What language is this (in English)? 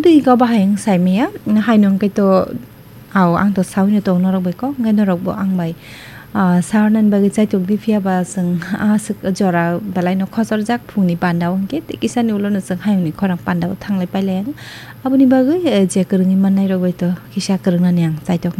Kok Borok